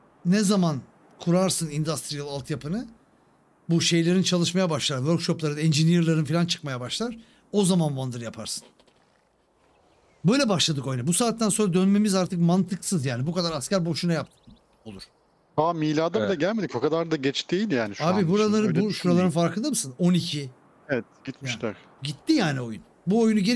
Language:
Turkish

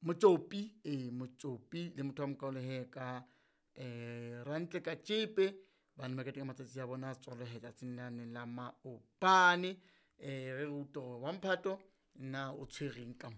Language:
Southern Sotho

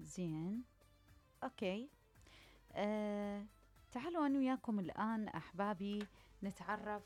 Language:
Mesopotamian Arabic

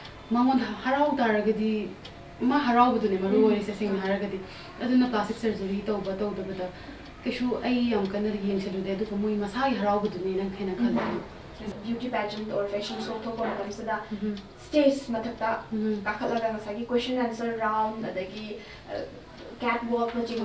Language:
Manipuri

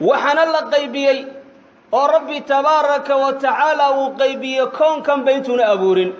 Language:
Somali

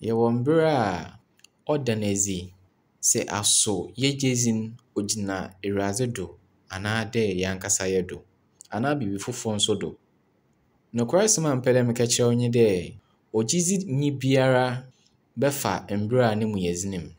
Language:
Akan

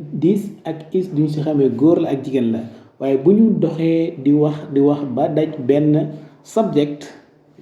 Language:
Wolof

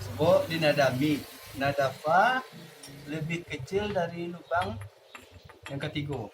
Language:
Minangkabau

